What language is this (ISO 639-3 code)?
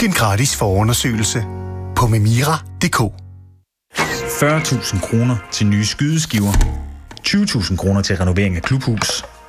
dan